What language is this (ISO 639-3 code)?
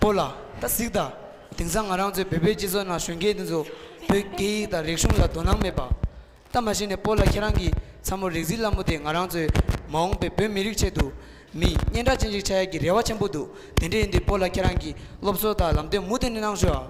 bod